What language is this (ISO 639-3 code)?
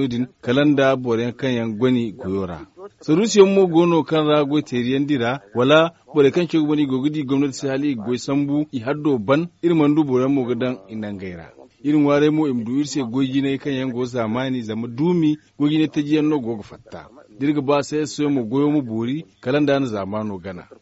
dje